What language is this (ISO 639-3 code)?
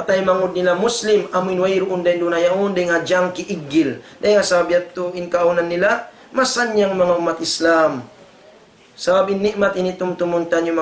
tsg